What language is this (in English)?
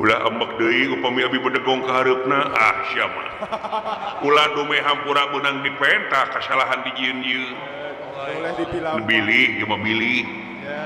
Sundanese